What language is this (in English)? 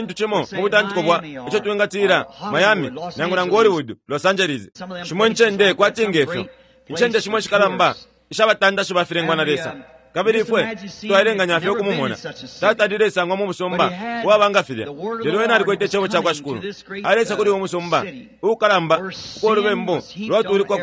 Bemba